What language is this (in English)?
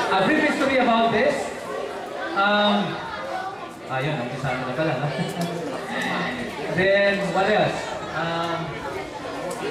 Filipino